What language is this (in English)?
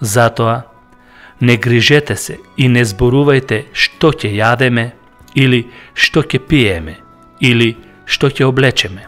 Macedonian